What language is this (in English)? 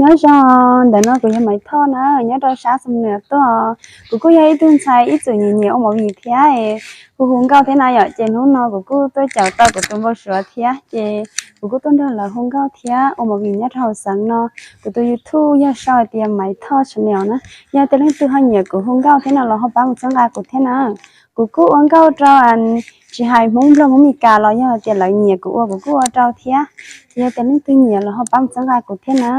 Hmong